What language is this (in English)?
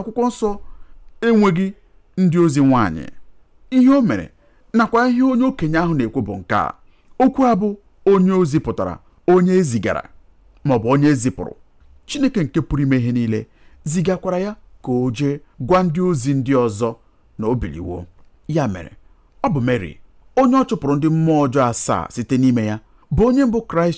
Igbo